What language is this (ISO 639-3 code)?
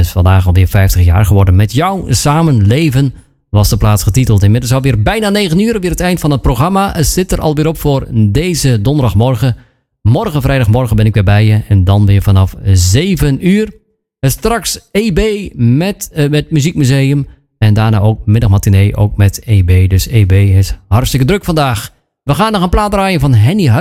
nld